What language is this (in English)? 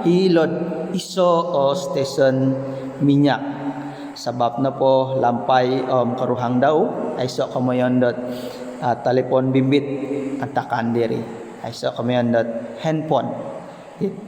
Central Dusun